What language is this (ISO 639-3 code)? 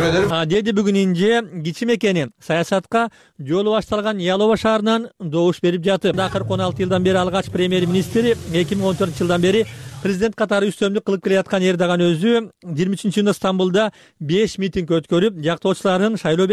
kir